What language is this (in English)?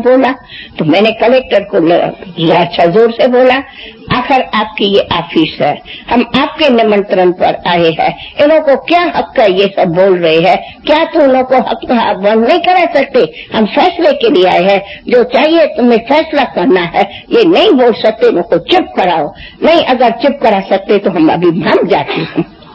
Hindi